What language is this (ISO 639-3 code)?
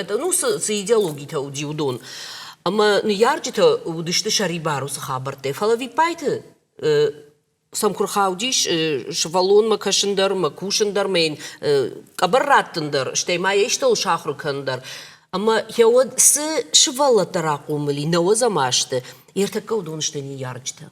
oss